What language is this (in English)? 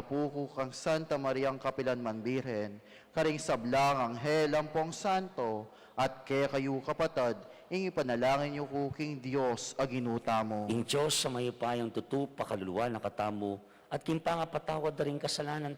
Pampanga